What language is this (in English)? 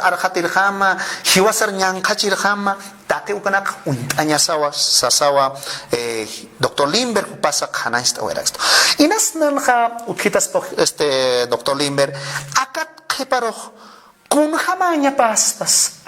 Aymara